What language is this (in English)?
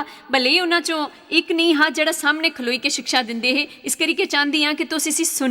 Dogri